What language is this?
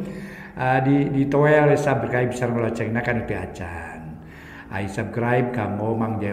Sundanese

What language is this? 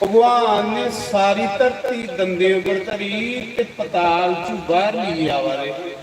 Dogri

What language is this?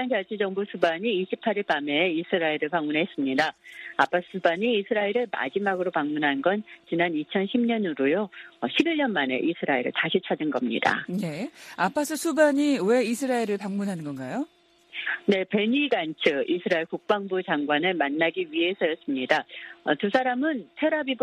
Korean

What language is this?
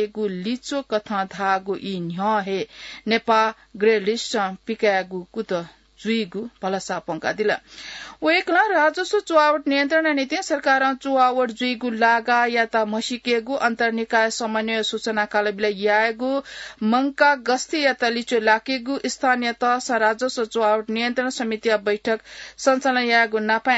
Newari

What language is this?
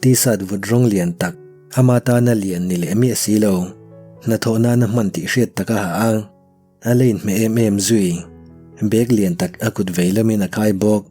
Mizo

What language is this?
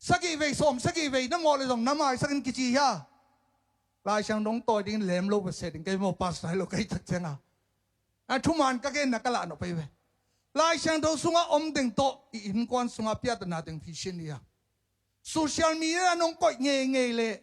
Tedim Chin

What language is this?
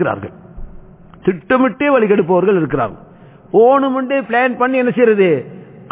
Tamil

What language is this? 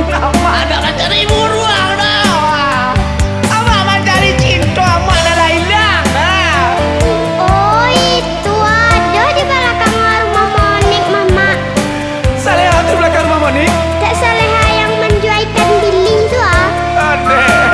Minangkabau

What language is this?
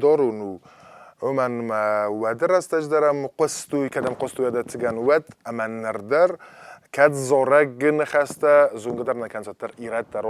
Ossetic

